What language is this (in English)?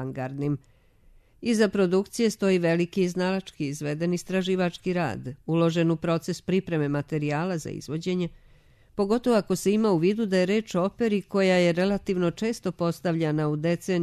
Serbian